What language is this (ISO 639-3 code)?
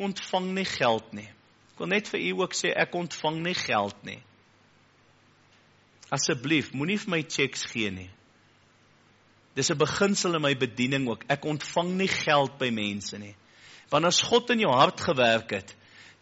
afr